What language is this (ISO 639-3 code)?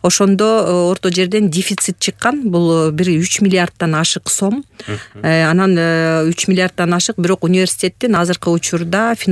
kir